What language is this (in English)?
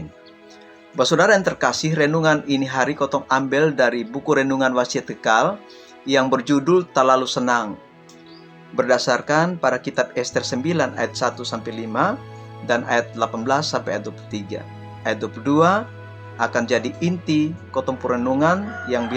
Kupang Malay